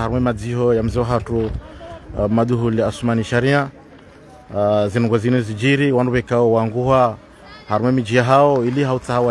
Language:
Ngazidja Comorian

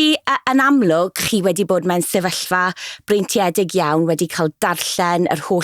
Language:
Welsh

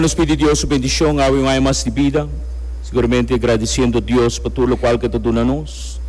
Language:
Papiamento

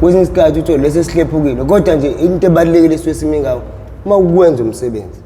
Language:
Zulu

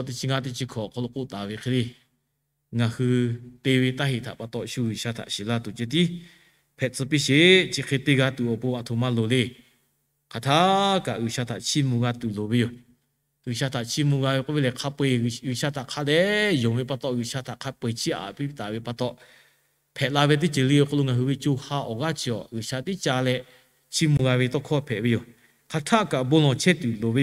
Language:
Lahu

